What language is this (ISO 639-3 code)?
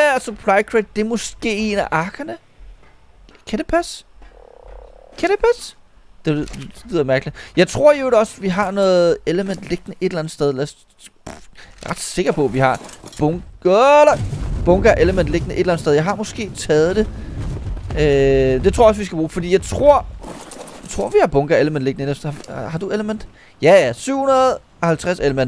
dan